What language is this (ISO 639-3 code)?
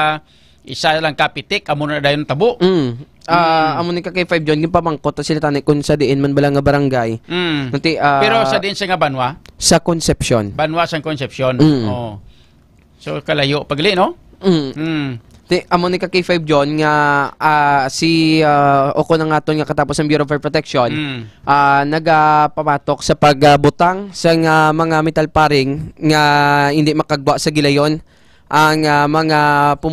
hil